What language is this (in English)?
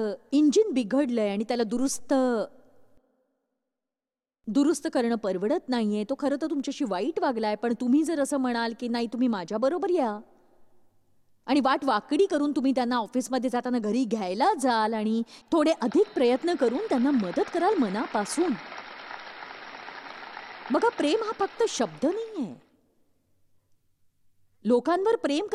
Marathi